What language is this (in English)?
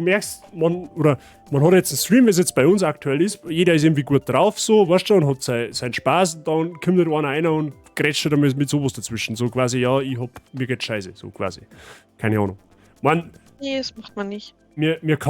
Bavarian